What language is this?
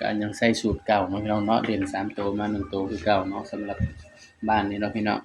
Northeastern Thai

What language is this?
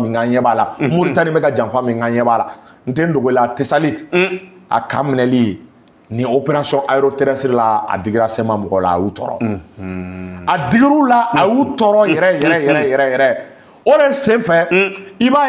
Bambara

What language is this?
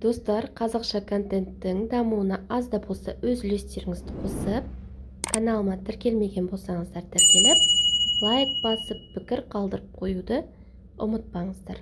Kazakh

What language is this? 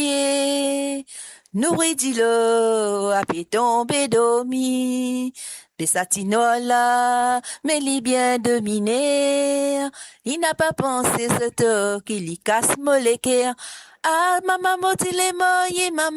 Morisyen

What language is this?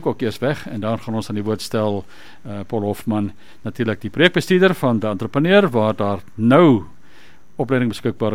Afrikaans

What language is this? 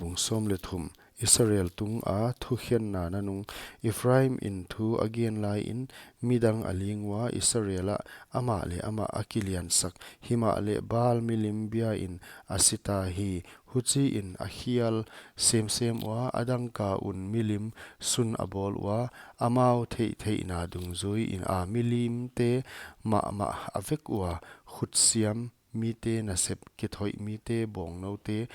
Paite Chin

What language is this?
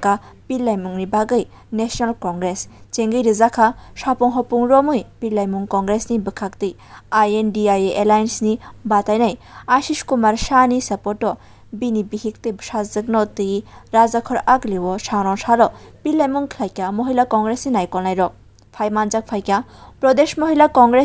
Kok Borok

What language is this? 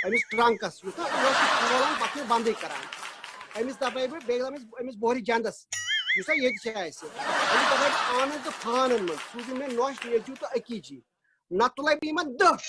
Kashmiri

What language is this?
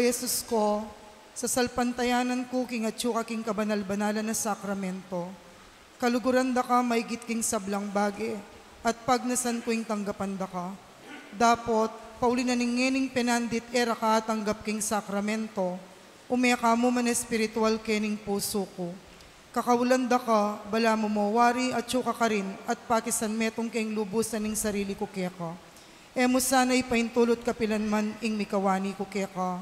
Pampanga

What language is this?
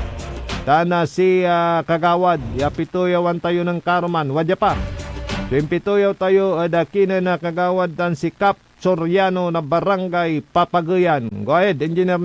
Pangasinan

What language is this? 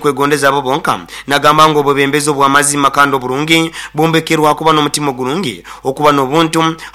Nyoro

